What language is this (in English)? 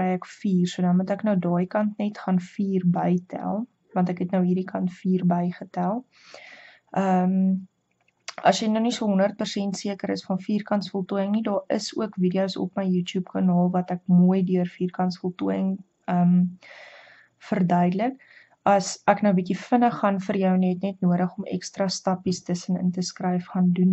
Afrikaans